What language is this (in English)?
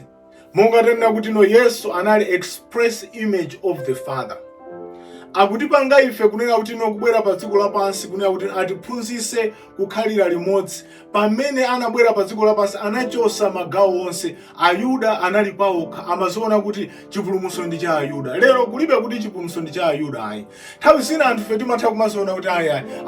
Nyanja